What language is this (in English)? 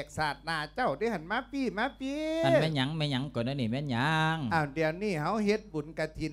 Lao